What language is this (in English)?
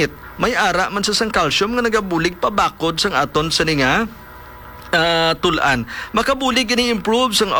Hiligaynon